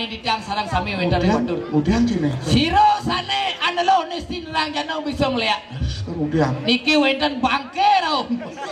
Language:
Balinese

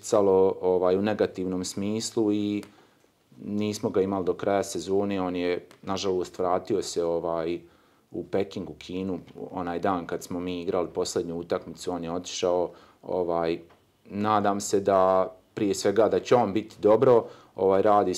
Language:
Croatian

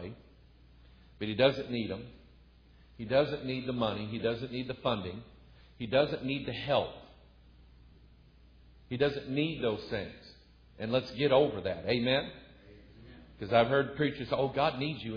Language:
English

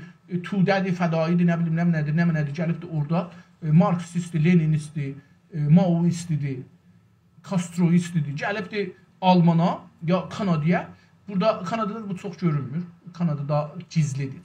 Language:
South Azerbaijani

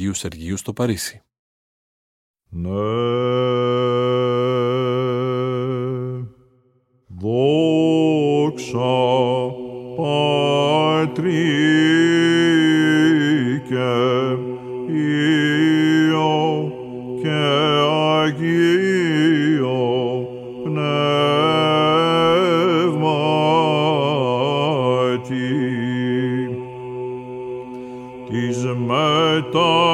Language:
Greek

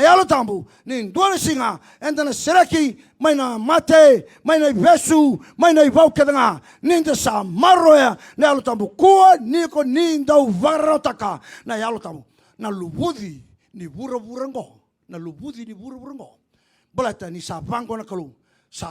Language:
Fijian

